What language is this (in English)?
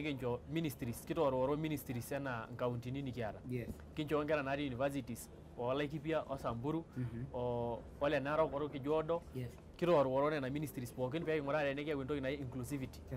Masai